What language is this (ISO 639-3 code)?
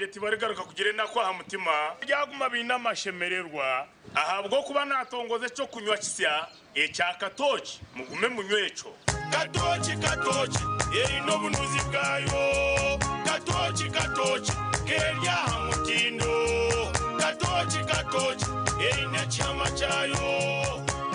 nyn